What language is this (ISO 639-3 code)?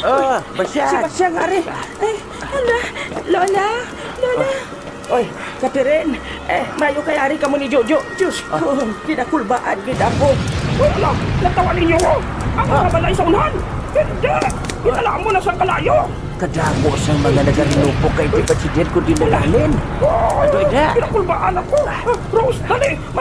hil